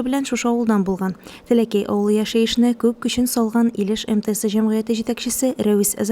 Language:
Tatar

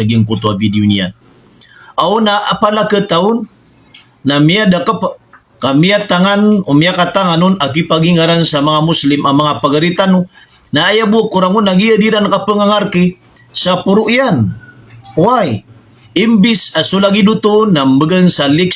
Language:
Maranao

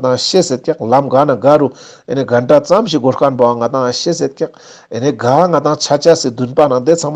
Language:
Ladakhi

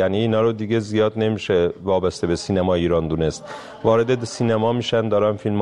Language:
Persian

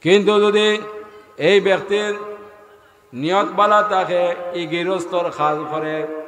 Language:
Sylheti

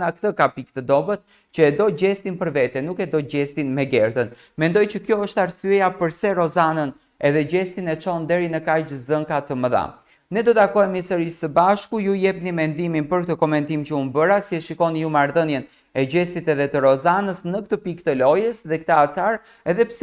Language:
Albanian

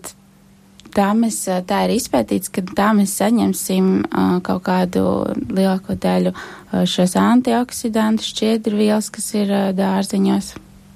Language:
Latvian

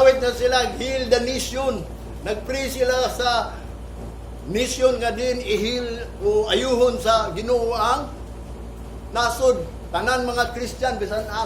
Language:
Cebuano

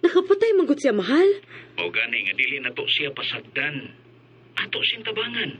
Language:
Cebuano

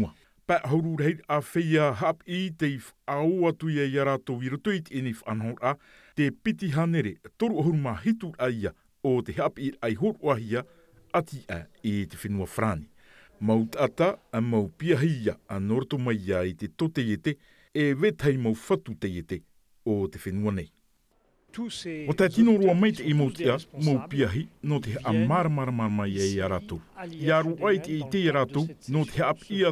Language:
Tahitian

